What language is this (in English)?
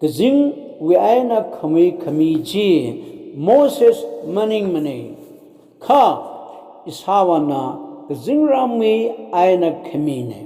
Tangkhul Naga (India)